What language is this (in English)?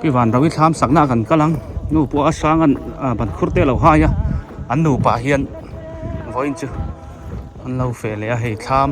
Biete